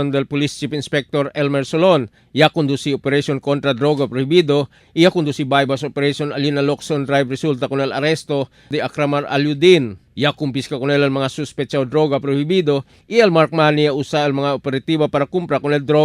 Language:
Chavacano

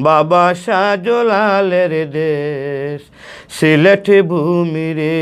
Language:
Sylheti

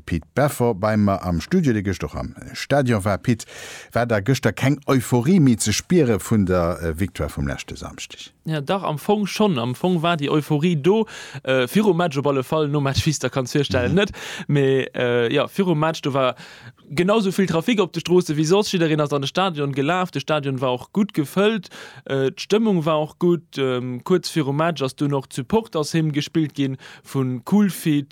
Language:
Luxembourgish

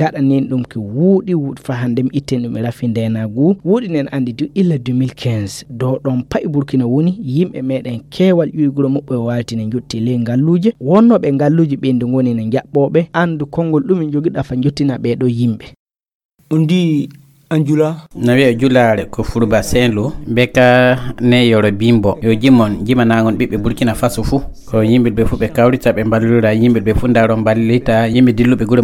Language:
Fula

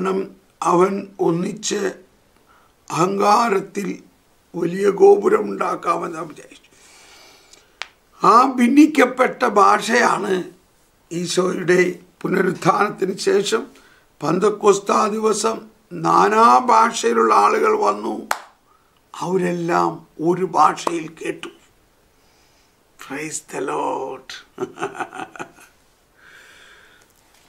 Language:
Malayalam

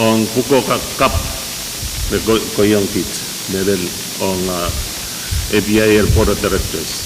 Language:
Pohnpeian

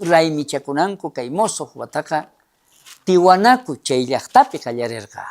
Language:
South Bolivian Quechua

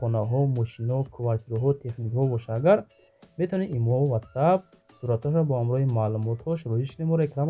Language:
Tajik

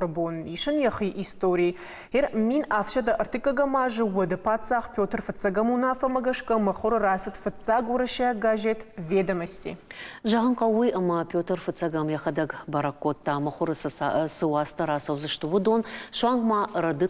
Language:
Ossetic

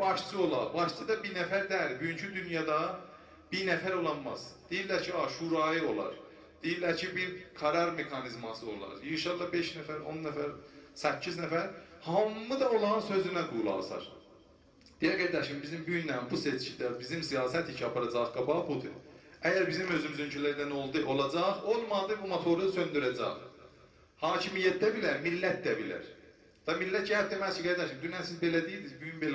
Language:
South Azerbaijani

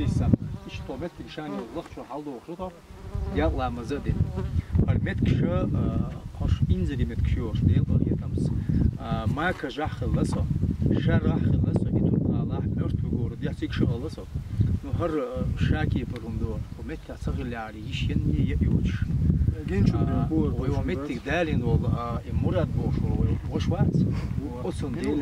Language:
Chechen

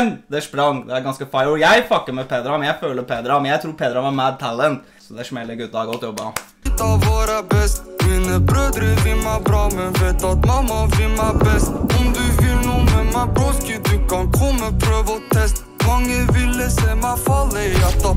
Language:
Norwegian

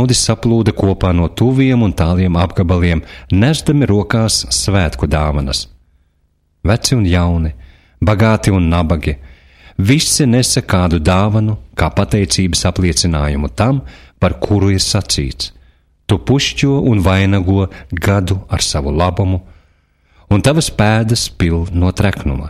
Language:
Latvian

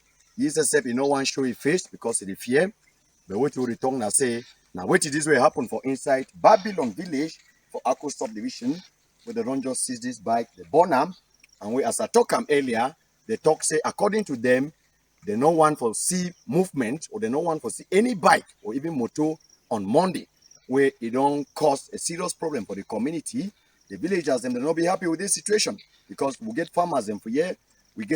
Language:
Cameroon Pidgin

